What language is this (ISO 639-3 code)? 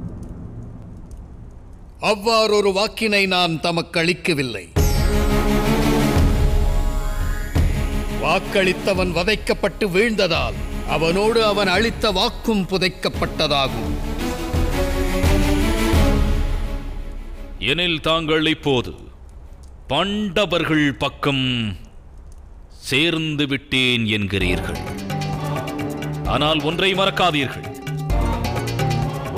tam